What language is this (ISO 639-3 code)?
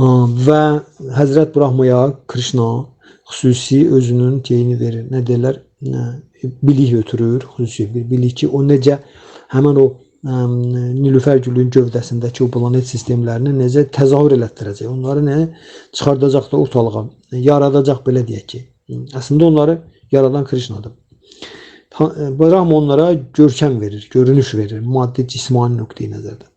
aze